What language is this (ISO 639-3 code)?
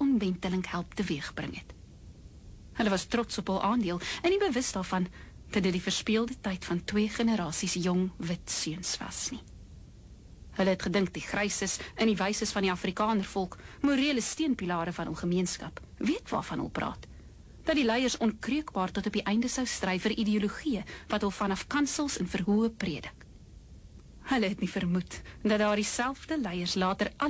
afr